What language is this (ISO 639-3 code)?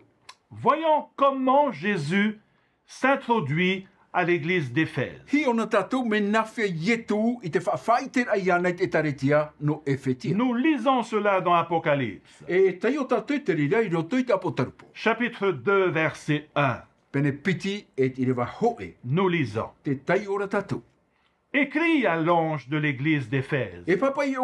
tah